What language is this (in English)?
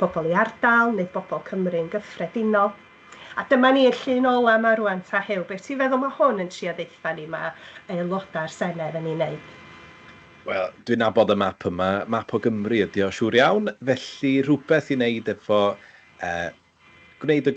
Welsh